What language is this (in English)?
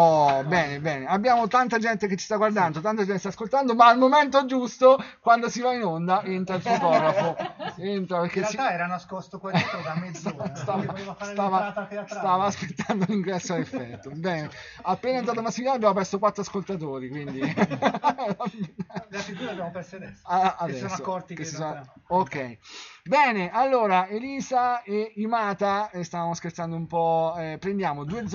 Italian